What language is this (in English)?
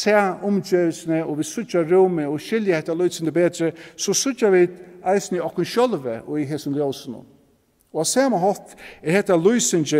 Faroese